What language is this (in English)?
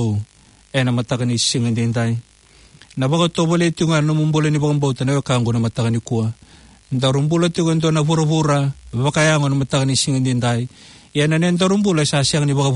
Fijian